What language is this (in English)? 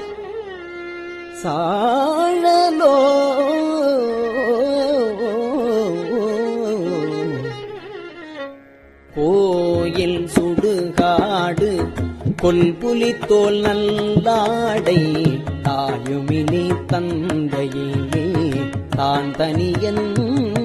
Tamil